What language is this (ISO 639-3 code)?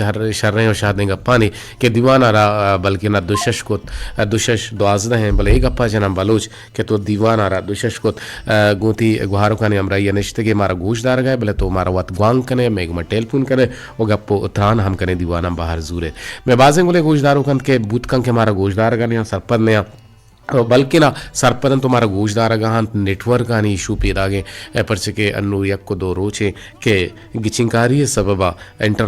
bgp